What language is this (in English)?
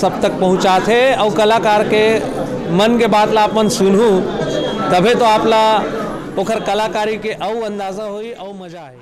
Chhattisgarhi